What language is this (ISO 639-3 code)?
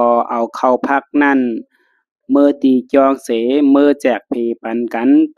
shn